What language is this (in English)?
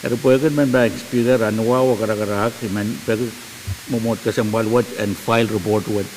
Pohnpeian